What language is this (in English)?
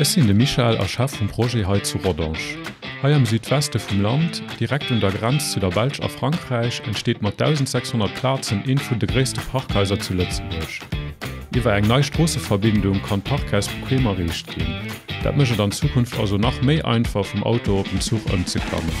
Luxembourgish